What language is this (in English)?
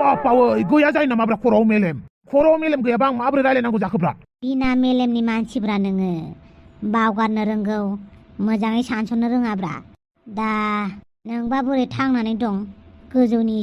Bodo